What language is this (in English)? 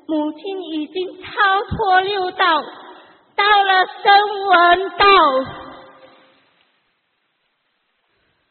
Chinese